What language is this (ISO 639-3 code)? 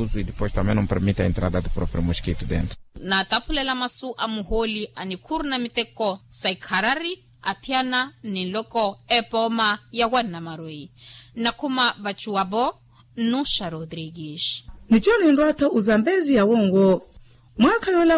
vmw